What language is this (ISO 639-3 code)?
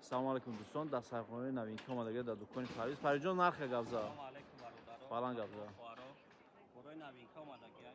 tgk